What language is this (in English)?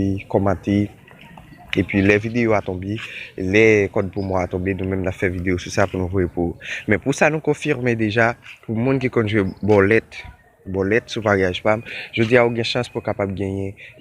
Haitian Creole